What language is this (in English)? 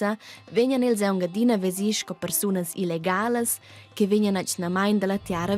Romansh